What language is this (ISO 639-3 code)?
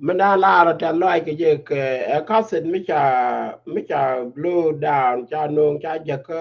nus